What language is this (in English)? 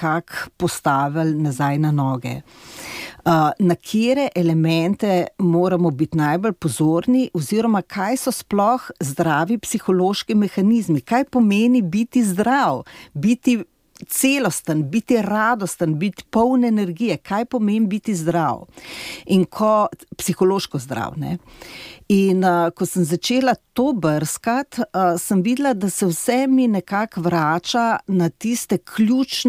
Slovenian